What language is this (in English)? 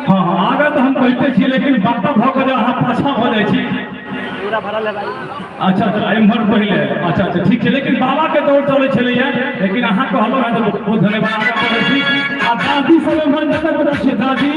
Maithili